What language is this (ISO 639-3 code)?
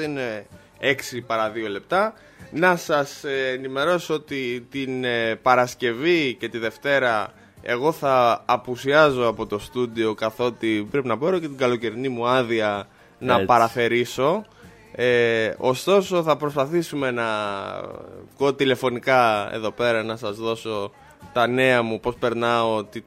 ell